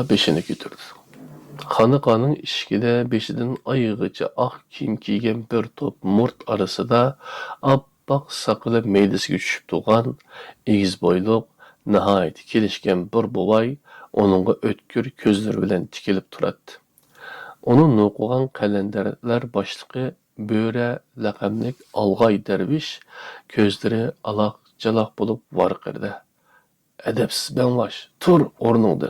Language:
Uyghur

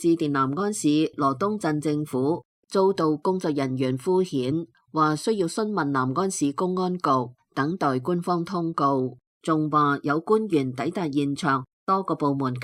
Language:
Cantonese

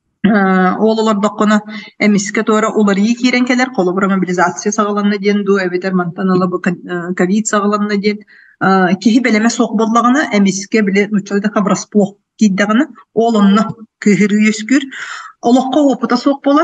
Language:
Yakut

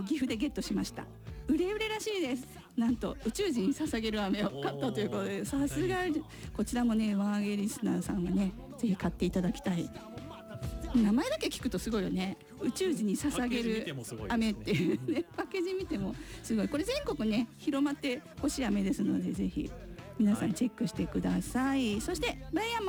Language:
Japanese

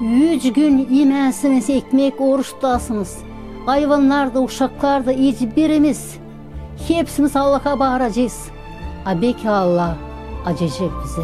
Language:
Gagauz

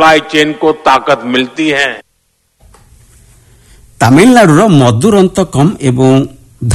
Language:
Odia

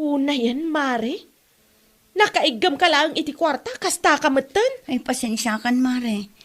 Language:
Iloko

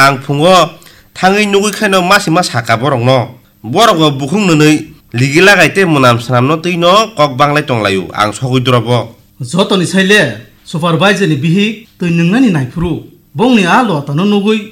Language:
Kok Borok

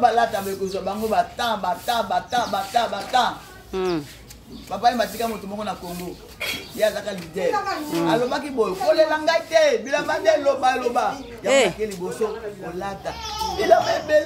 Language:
Lingala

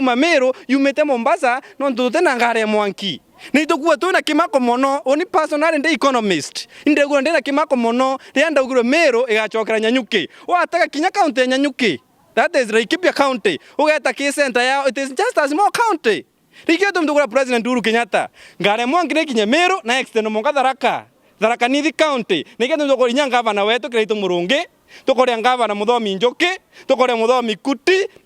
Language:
Meru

